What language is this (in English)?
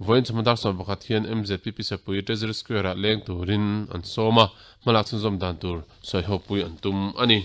Mizo